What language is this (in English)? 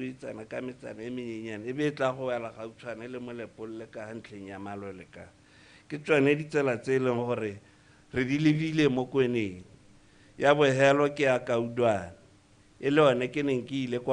Tswana